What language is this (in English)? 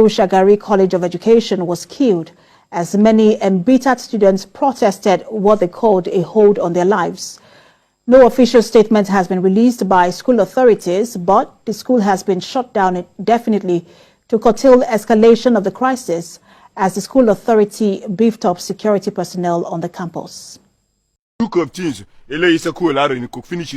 Yoruba